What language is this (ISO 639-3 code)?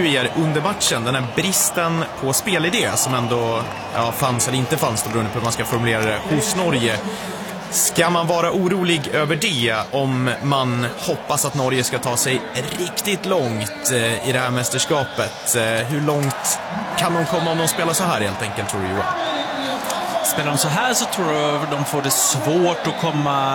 swe